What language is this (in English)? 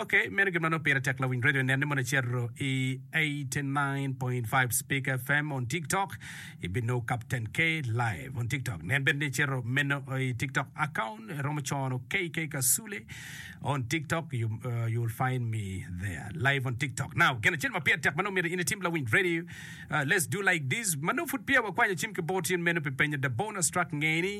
Acoli